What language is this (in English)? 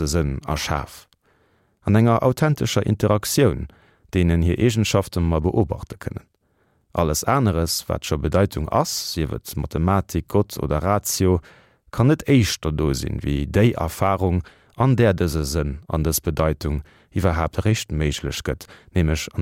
Luxembourgish